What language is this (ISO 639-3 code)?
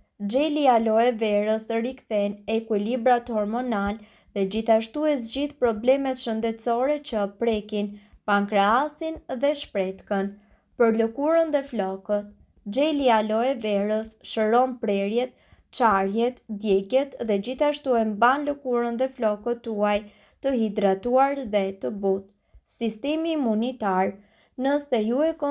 sqi